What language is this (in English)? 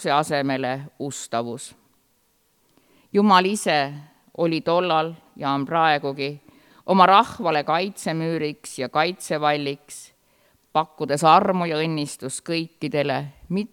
Estonian